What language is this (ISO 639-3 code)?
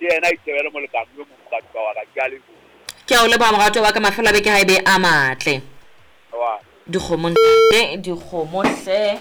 sot